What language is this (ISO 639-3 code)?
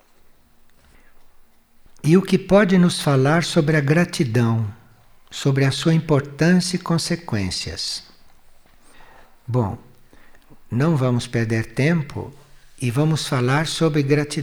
por